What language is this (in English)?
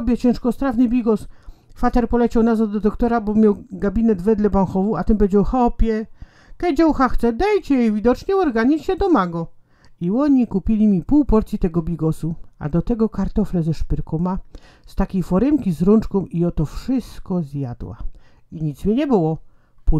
Silesian